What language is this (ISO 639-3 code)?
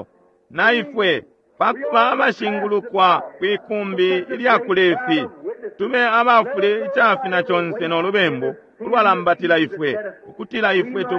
bem